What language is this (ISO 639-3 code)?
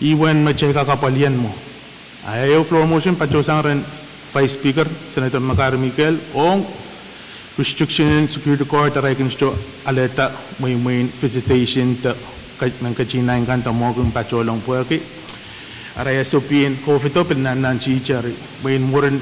pon